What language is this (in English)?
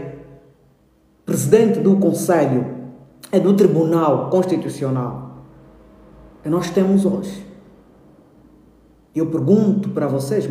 Portuguese